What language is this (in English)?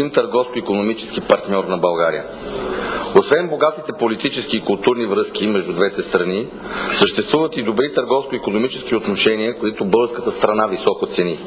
Bulgarian